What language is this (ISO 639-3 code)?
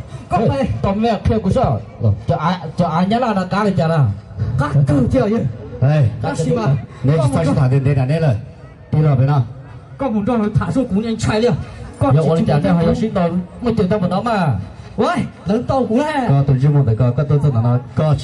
hmn